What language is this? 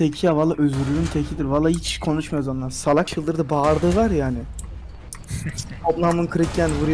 Turkish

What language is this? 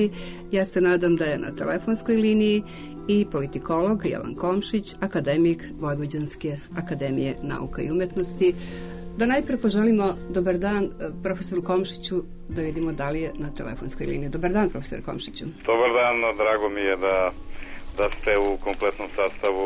Serbian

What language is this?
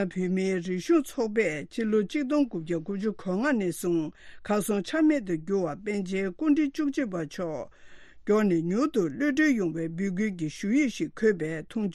Tibetan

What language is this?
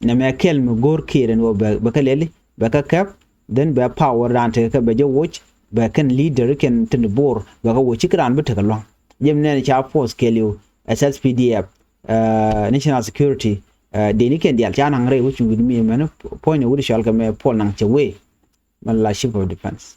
Nuer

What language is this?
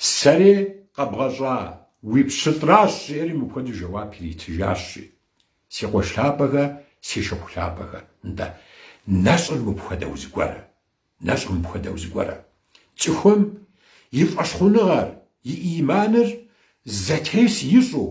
Kabardian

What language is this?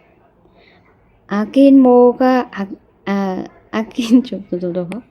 Khmer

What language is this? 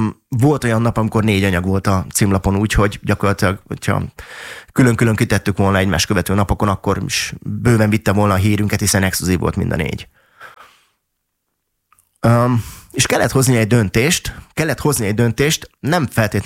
Hungarian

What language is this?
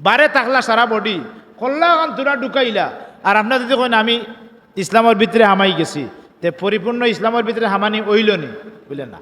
Sylheti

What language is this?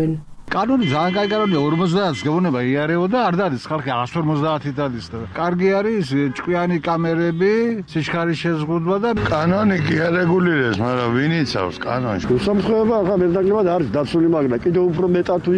Georgian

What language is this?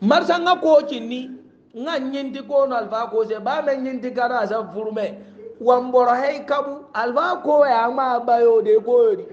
Hausa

